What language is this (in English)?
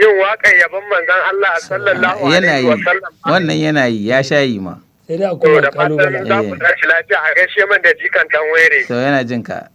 Hausa